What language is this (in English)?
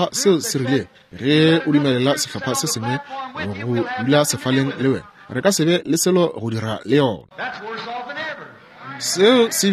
Northern Sotho